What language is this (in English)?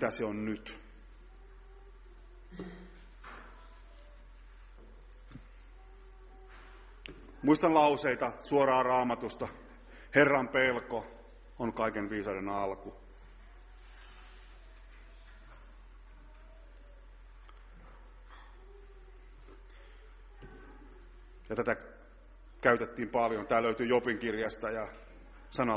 Finnish